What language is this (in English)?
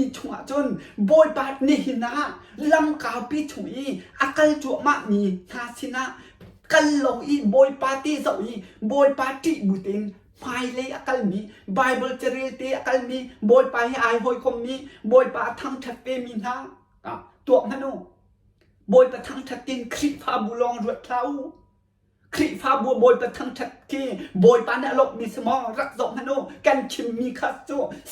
Hakha Chin